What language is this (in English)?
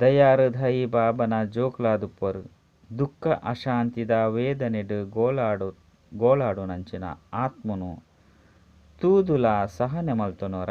Tulu